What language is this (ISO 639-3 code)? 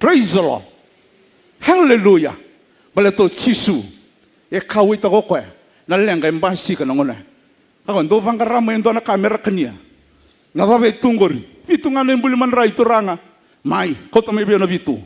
fij